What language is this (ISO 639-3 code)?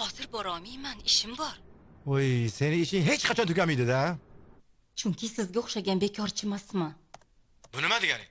uzb